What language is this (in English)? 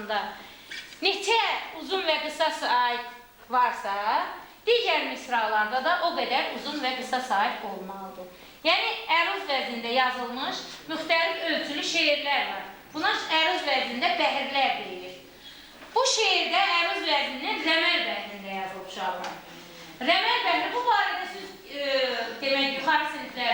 Azerbaijani